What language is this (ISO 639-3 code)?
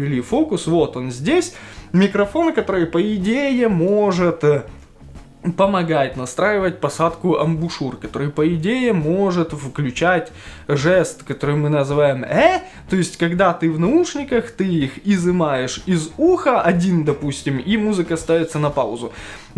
rus